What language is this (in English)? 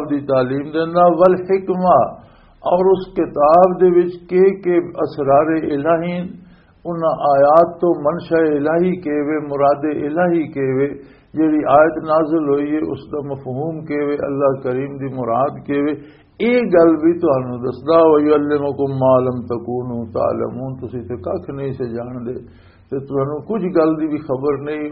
Western Panjabi